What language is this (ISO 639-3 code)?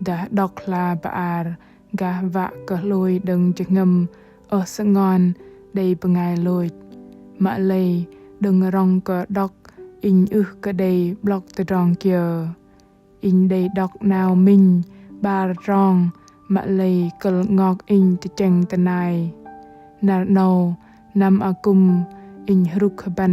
bdq